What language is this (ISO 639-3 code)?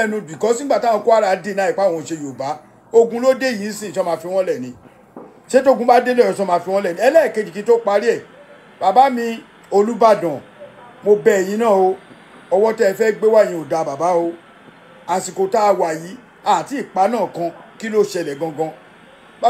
yor